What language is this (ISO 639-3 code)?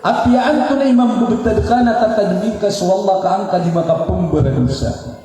mrw